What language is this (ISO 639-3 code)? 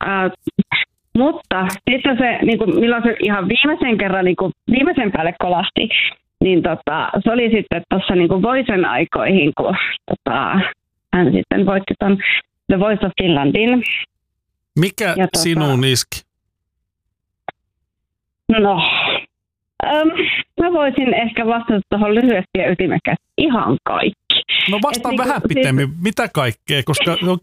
fin